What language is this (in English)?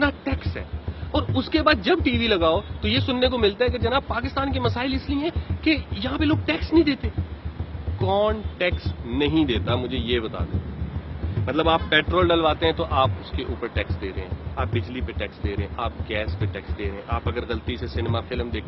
Urdu